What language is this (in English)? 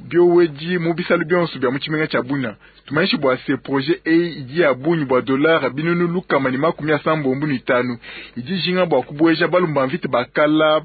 Luba-Lulua